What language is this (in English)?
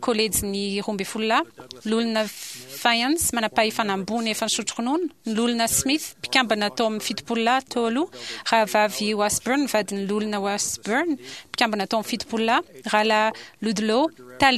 Malagasy